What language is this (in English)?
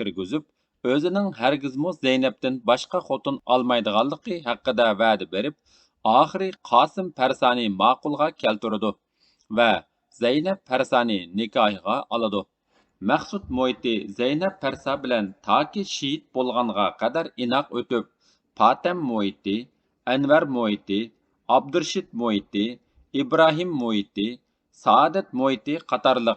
Uyghur